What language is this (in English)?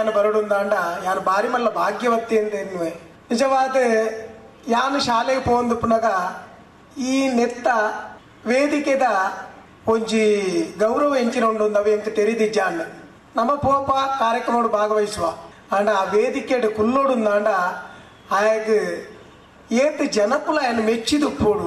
Tulu